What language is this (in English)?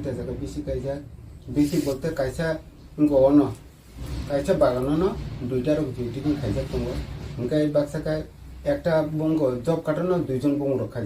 Kok Borok